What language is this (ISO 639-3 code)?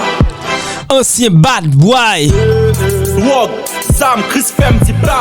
hat